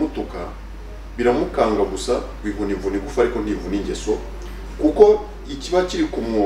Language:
Kinyarwanda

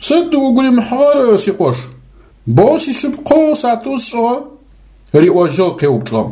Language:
Adyghe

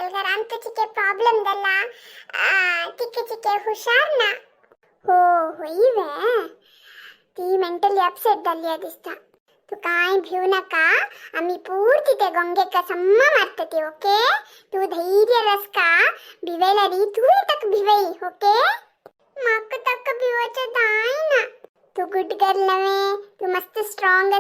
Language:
Konkani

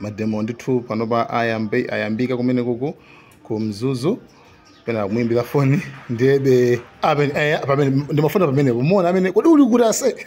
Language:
Nyanja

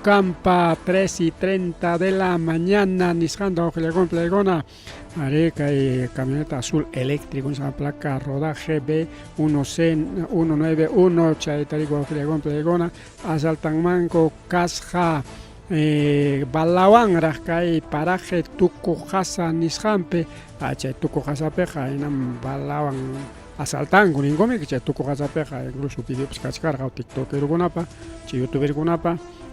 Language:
Ayacucho Quechua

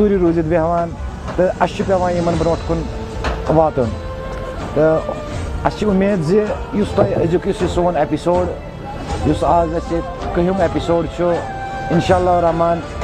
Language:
Kashmiri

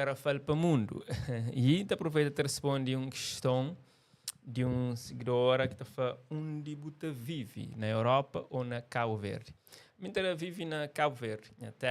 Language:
Kabuverdianu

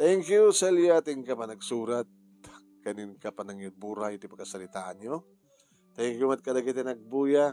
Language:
Iloko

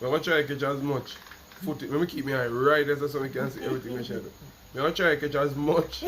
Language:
Jamaican Creole English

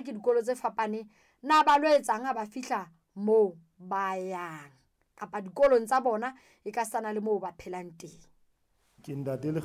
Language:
Southern Sotho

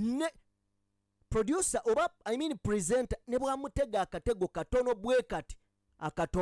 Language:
Ganda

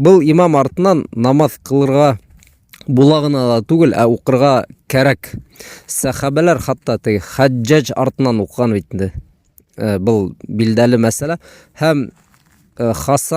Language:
Bashkir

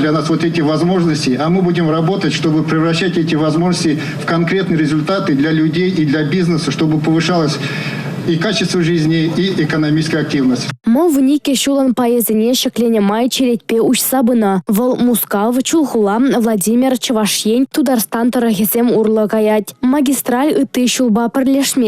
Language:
Chuvash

